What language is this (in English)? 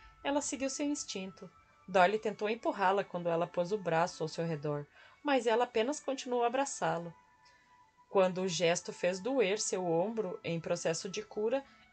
Portuguese